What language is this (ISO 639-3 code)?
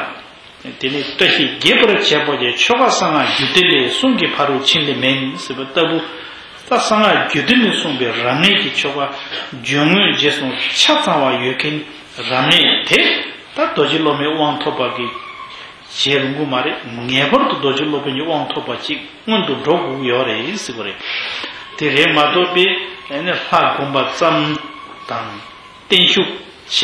bod